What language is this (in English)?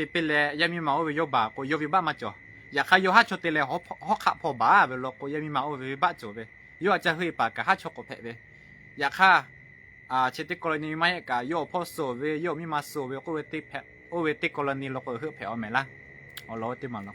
Lahu